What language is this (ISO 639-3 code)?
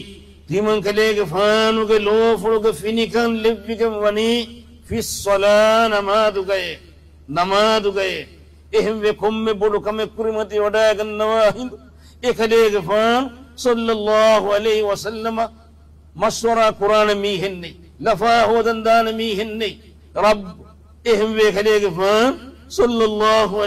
div